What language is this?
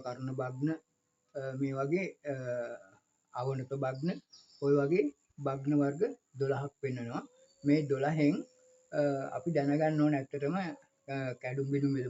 Sinhala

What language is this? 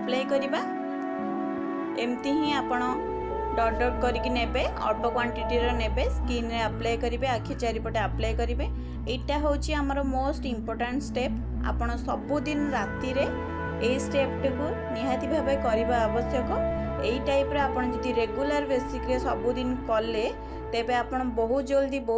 Odia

